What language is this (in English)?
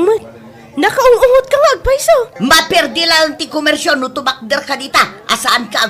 Iloko